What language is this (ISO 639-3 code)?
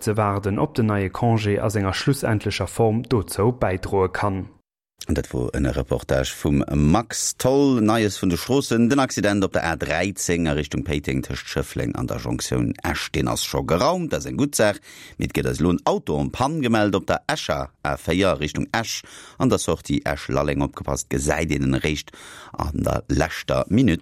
ltz